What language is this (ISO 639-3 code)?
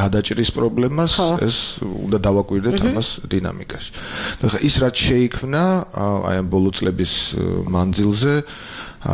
kat